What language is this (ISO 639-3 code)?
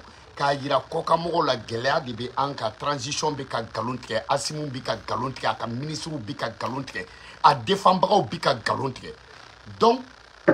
bam